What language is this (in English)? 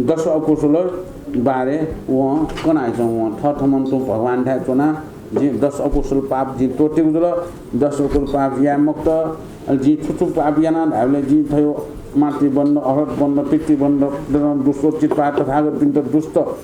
Newari